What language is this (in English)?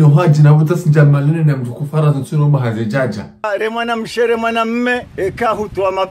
Ngazidja Comorian